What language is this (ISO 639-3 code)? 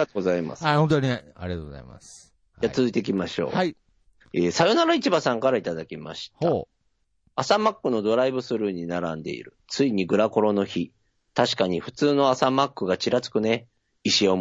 jpn